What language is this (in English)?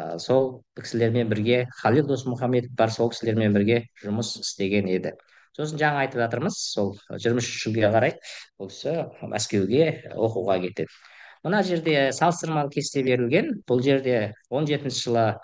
Kazakh